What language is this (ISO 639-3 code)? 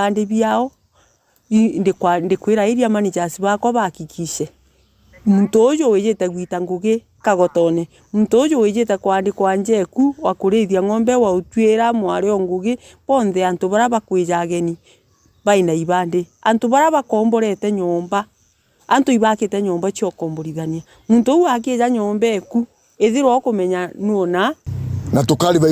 mer